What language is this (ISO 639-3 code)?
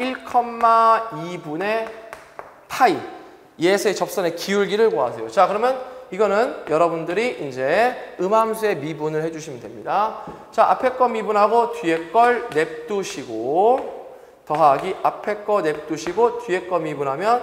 kor